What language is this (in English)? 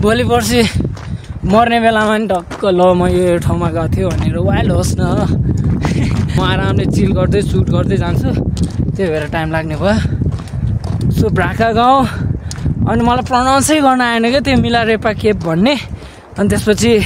Nepali